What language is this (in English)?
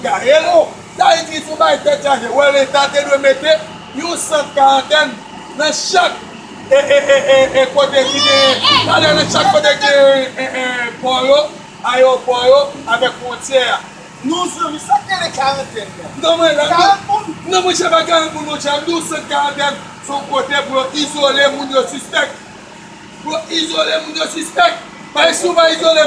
Haitian Creole